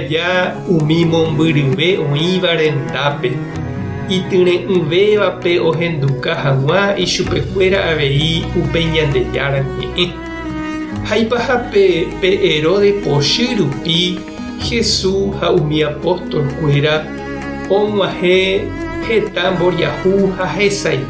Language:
Guarani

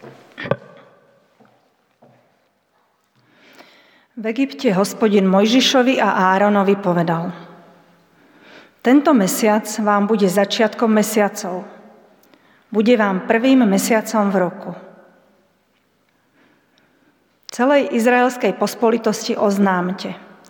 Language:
Slovak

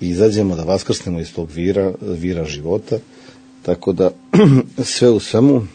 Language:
Serbian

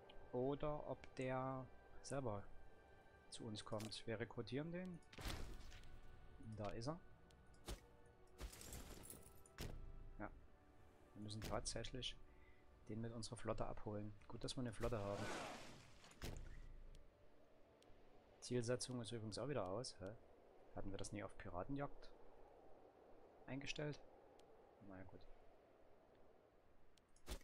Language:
German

